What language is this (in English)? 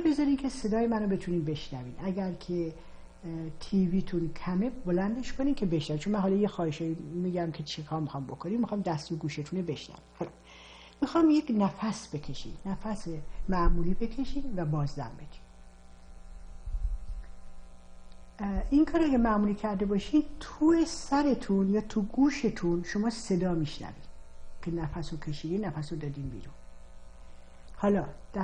Persian